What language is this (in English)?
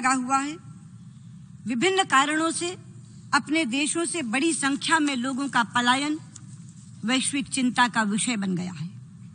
Hindi